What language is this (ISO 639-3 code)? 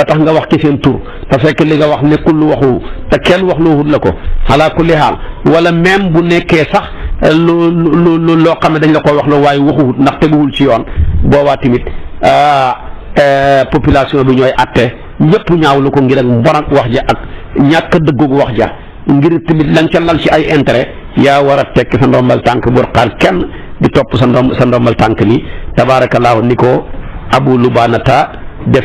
wol